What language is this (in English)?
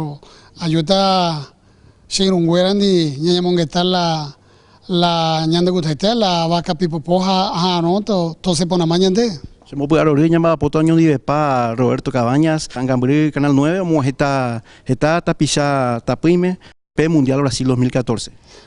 Guarani